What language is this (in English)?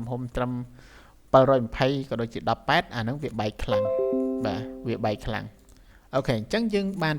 Khmer